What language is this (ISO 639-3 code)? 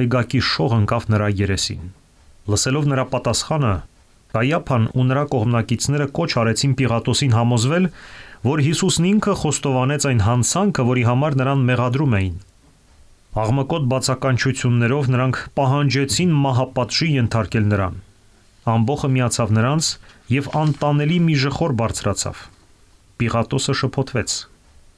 hye